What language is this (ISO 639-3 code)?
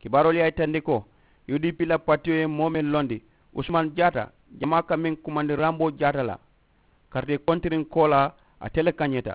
man